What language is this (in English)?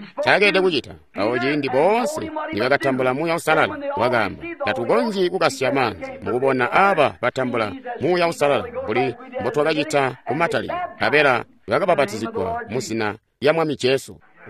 Tonga (Zambia)